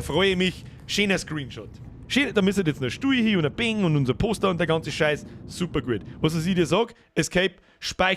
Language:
Bavarian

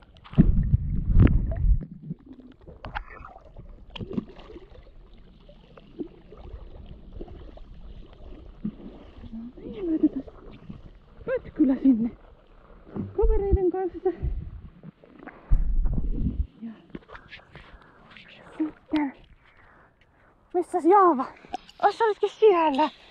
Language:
Finnish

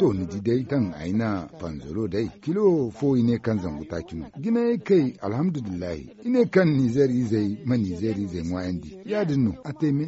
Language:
Zarma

